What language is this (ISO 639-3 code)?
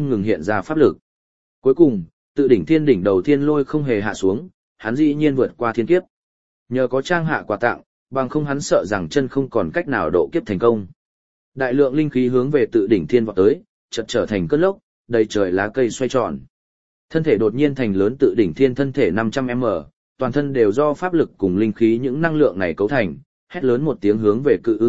vie